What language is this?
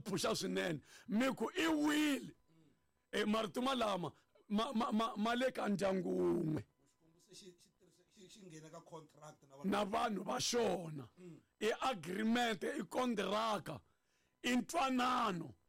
Tsonga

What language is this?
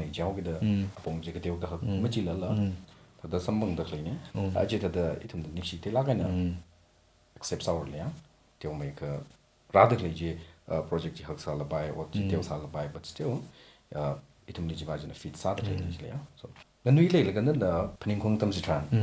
Tangkhul Naga (India)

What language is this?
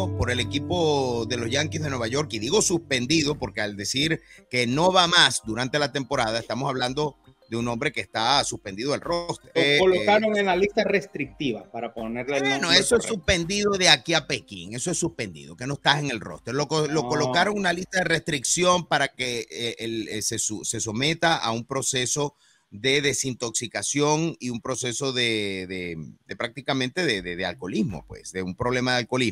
Spanish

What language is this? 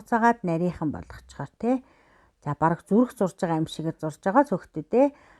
Mongolian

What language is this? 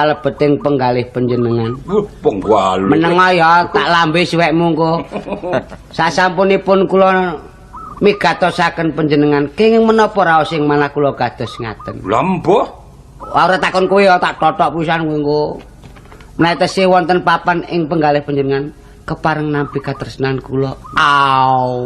Javanese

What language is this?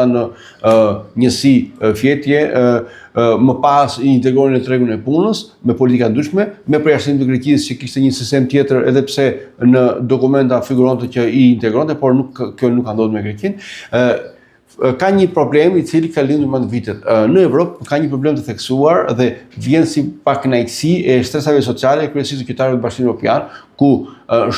Albanian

